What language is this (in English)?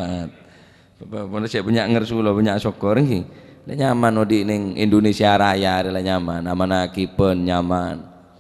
Madurese